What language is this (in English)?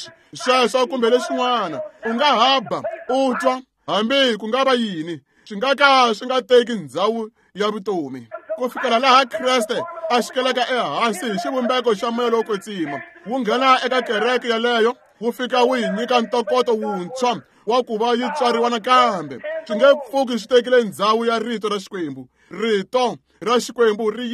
Tsonga